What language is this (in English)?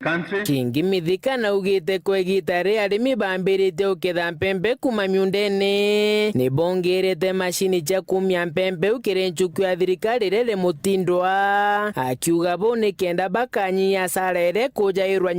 Meru